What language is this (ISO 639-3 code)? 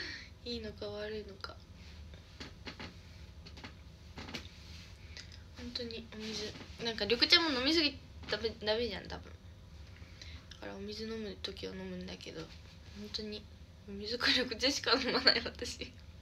jpn